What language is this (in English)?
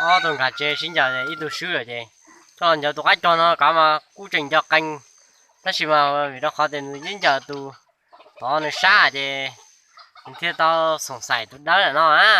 Hmong